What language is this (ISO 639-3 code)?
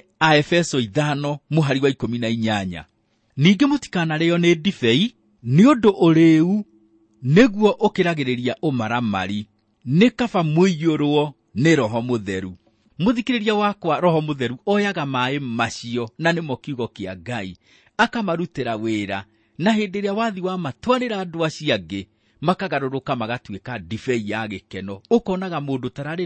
kik